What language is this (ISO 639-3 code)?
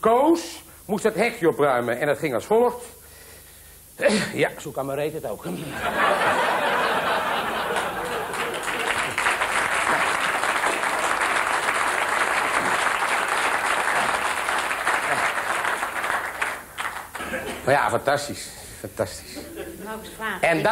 nld